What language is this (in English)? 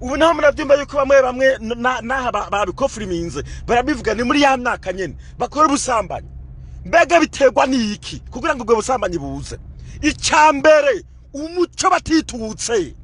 Rundi